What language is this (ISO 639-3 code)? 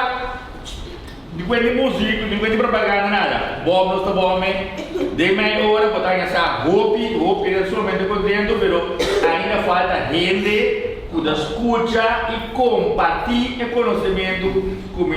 pap